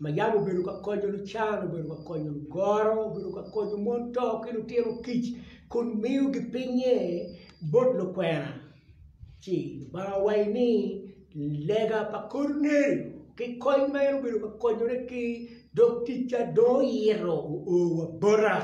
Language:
Acoli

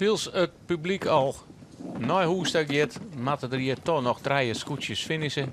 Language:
Western Frisian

